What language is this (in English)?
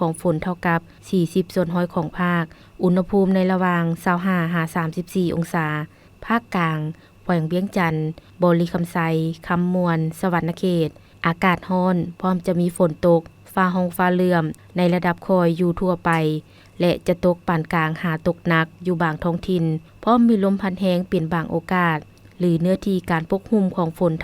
Lao